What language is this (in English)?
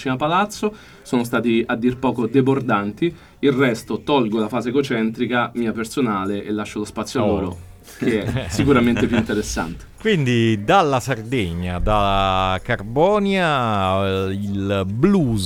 Italian